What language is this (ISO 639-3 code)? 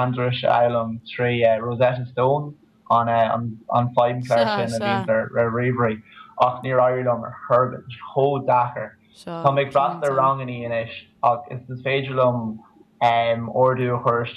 gle